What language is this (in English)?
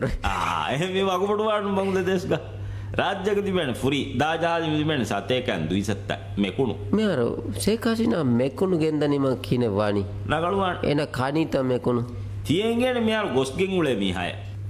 Divehi